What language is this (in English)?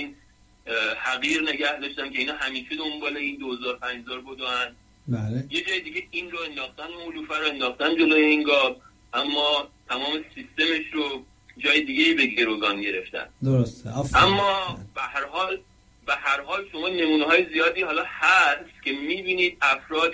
Persian